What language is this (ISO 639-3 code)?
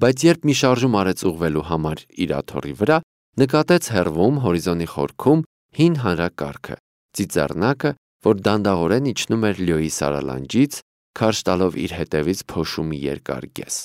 hye